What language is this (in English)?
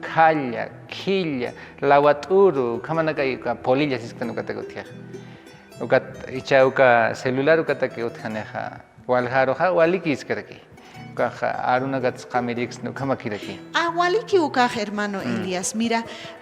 Aymara